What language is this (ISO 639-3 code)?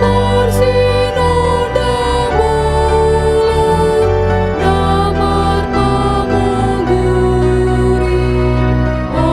bbc